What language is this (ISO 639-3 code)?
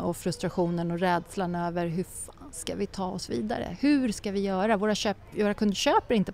swe